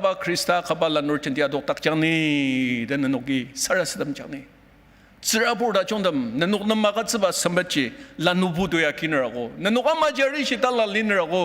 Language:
Ao Naga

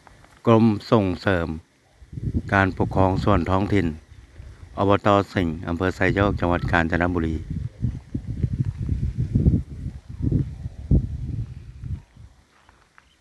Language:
Thai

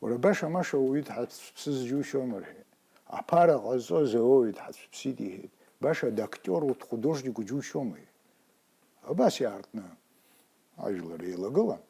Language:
Abkhazian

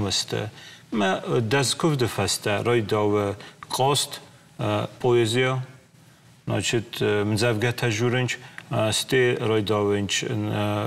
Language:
Ossetic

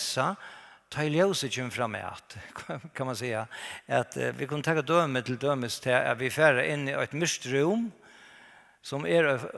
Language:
Faroese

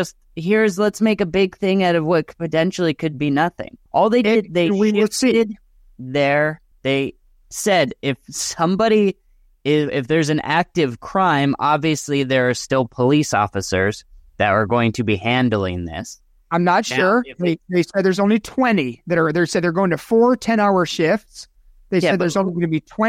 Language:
English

